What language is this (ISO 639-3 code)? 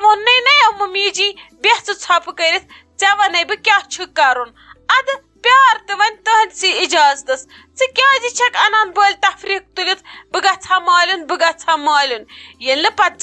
kas